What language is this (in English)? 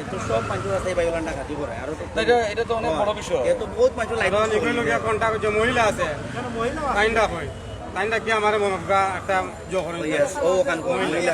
Sylheti